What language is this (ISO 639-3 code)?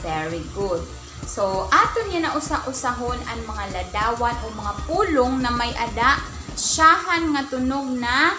war